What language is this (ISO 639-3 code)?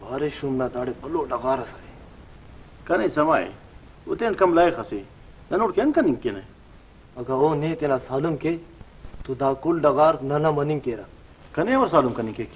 brh